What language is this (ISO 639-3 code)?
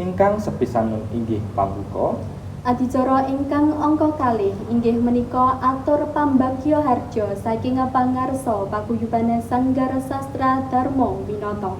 jav